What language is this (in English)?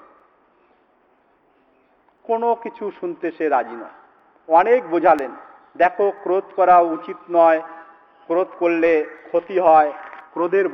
Bangla